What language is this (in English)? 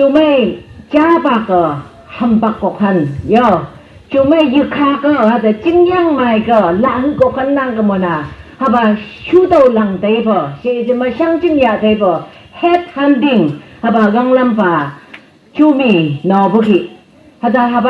Phom Naga